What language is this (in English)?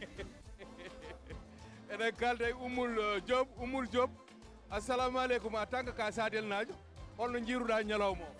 Fula